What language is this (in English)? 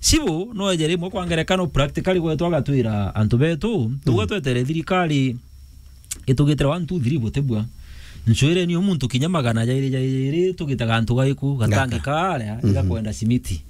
Meru